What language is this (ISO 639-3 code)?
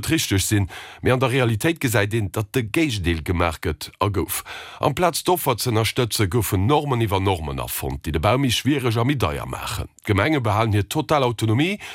ltz